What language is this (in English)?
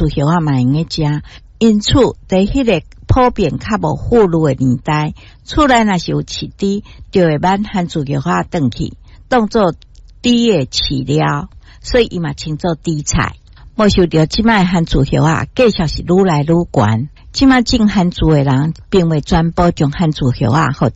Min Nan Chinese